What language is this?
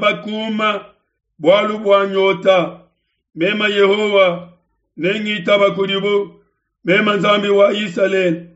Luba-Lulua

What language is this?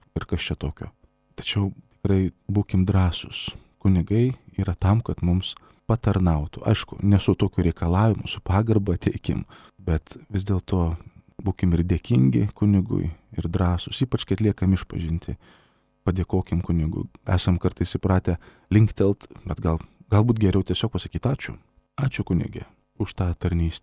Lithuanian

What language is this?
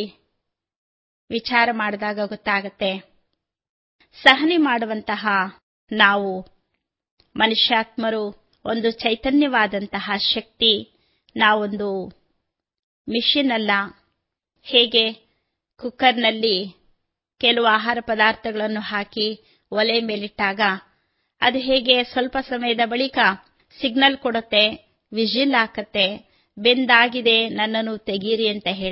Kannada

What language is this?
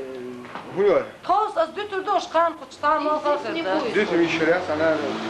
Chechen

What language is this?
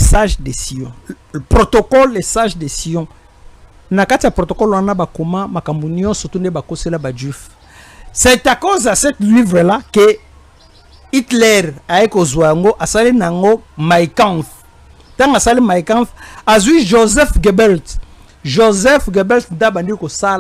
Lingala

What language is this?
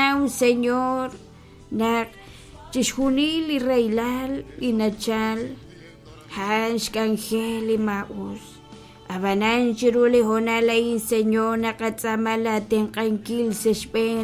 Kekchí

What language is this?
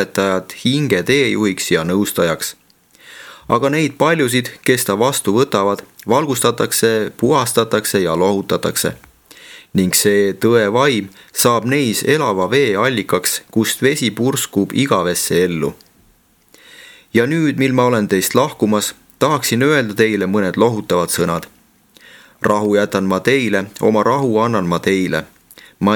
Estonian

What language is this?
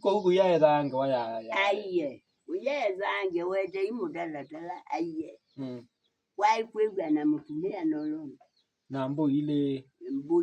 Kamba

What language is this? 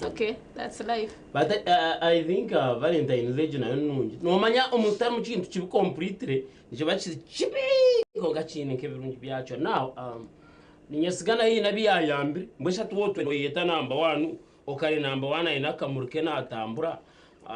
Nyankole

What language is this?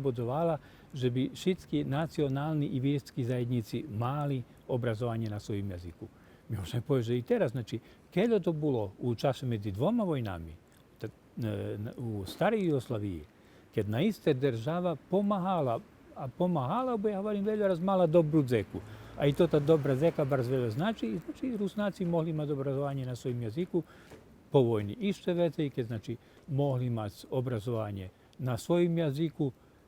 Rusyn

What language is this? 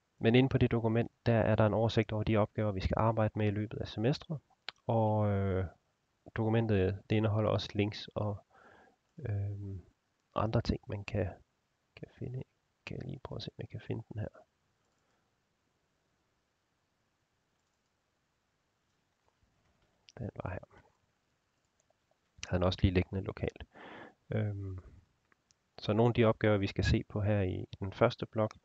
Danish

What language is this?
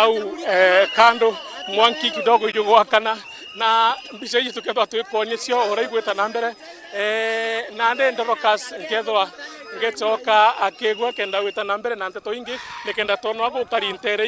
Meru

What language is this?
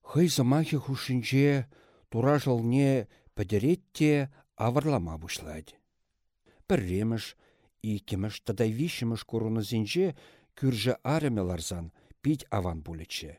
Chuvash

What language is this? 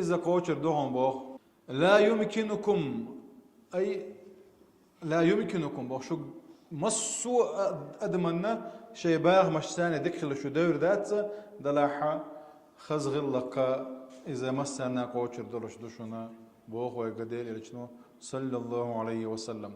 Chechen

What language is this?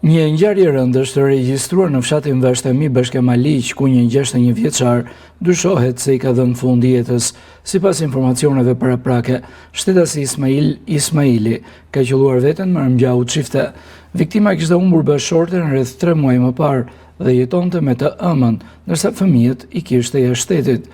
Albanian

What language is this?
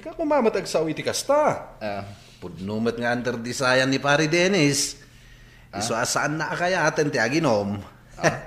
Iloko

